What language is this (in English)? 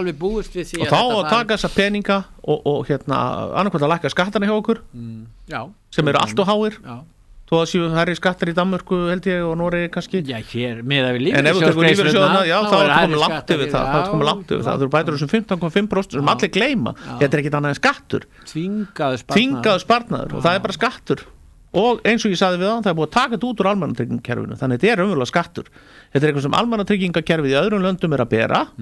Icelandic